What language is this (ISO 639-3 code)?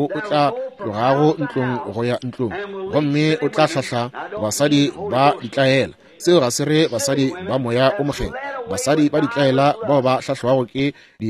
nso